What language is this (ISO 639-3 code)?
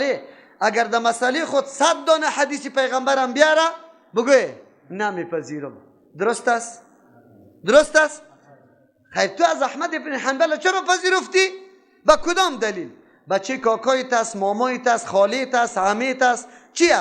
fas